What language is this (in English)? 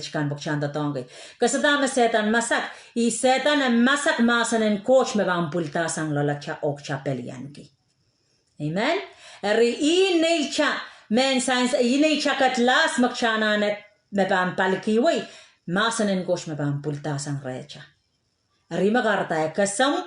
Pohnpeian